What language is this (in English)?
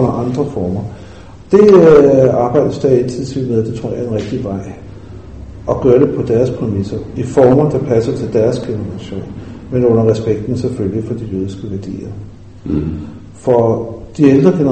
Danish